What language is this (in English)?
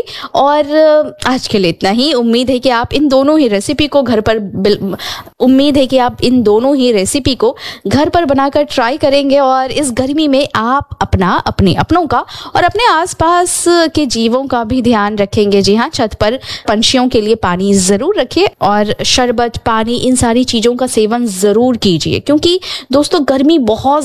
Hindi